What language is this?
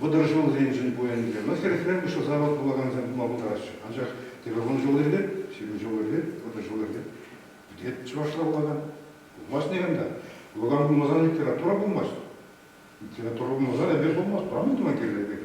Chuvash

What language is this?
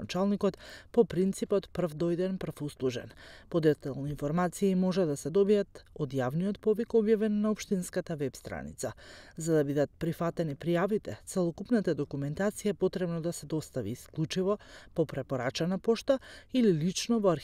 Macedonian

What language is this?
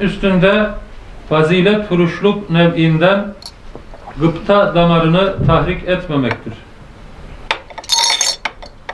Turkish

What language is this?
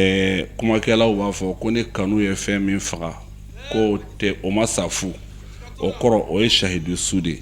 Bambara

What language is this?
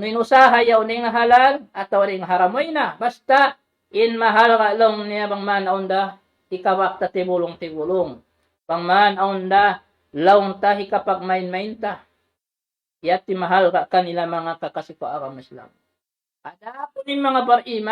Tausug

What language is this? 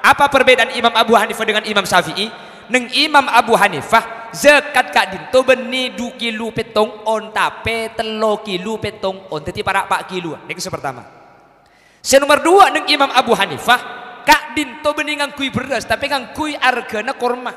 Madurese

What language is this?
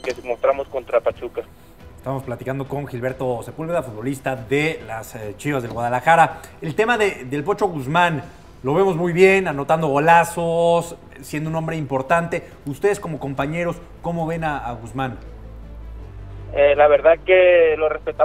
Spanish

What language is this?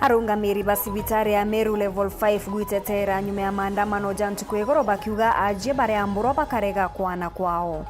Meru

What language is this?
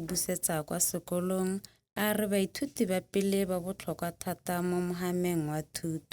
Tswana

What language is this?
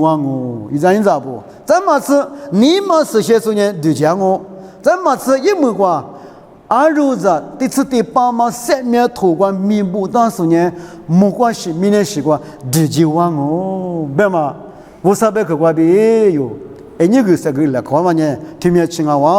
Lisu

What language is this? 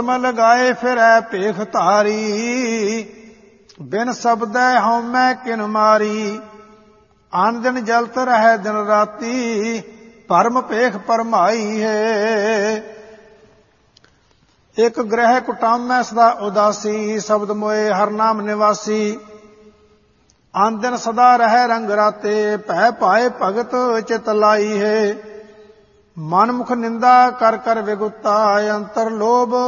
Punjabi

